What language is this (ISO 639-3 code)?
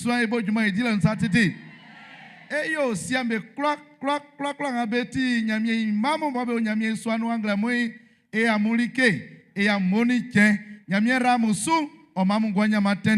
bci